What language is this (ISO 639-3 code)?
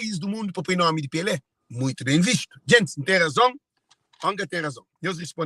kea